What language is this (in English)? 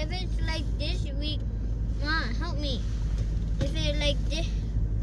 Hmong